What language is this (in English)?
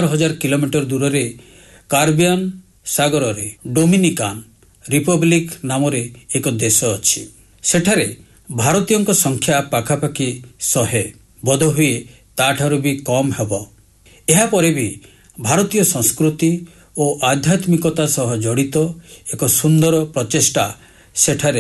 Odia